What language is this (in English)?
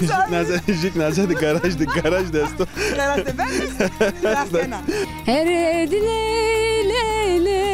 Zaza